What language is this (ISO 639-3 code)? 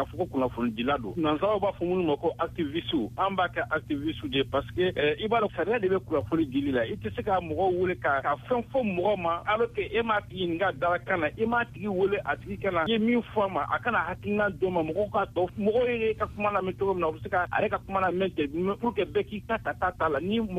bam